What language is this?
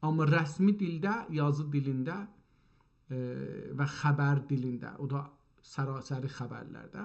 South Azerbaijani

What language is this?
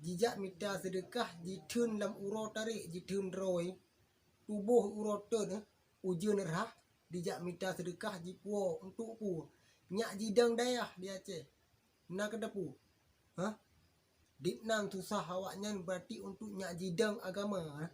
Achinese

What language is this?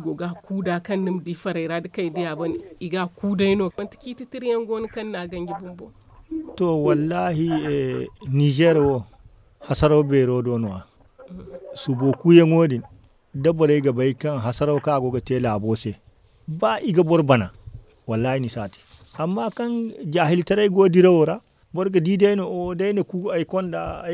Zarma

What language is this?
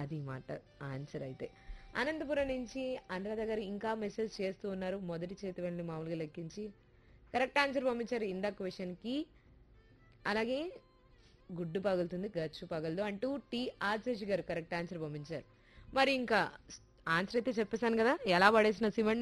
Telugu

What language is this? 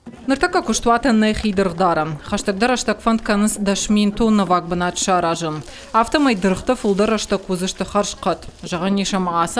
Ossetic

